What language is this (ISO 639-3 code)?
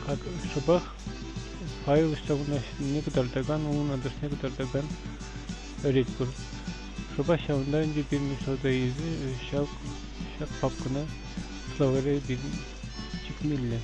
chv